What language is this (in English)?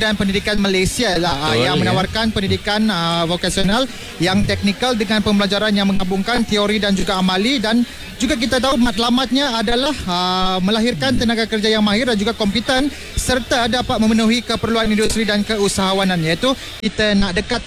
Malay